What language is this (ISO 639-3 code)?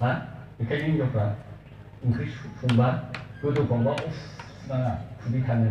brx